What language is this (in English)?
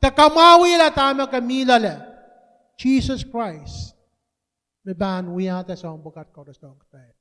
Pohnpeian